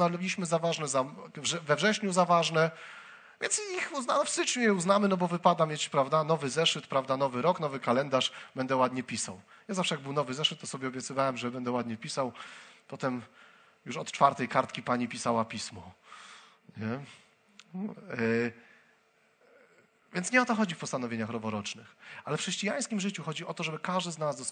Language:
Polish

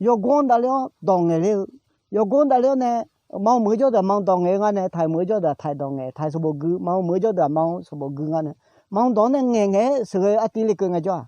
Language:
Akha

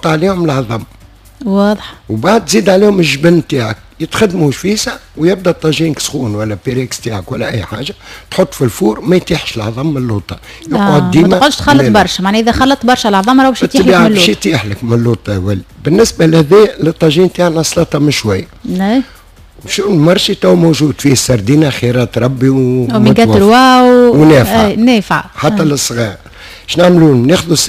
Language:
Tunisian Arabic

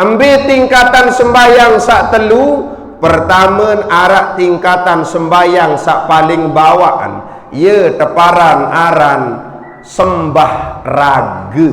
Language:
Sasak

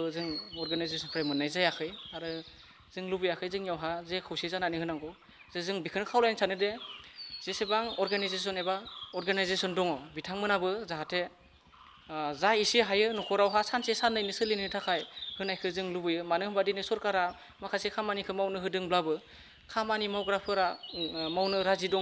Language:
Bodo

